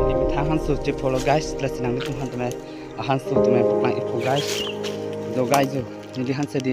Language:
Karbi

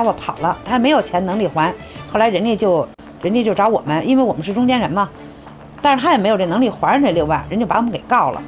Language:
Chinese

